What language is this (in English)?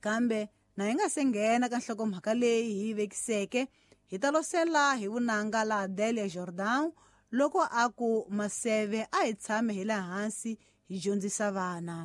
Tsonga